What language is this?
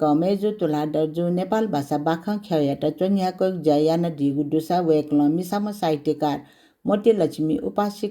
Newari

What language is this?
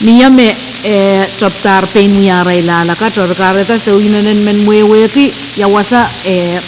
Pohnpeian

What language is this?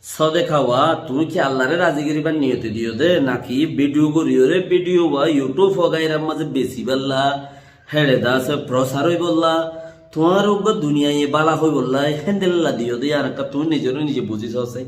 Rohingya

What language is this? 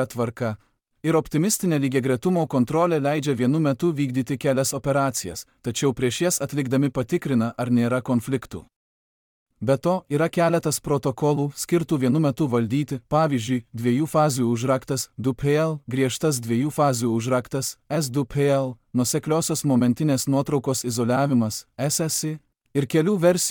Lithuanian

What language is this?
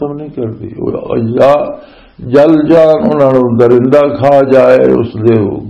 Western Panjabi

